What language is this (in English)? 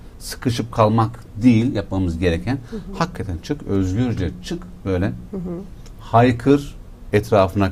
Turkish